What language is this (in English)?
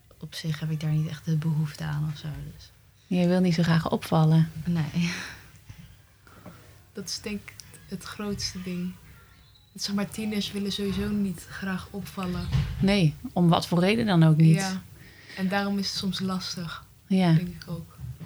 Dutch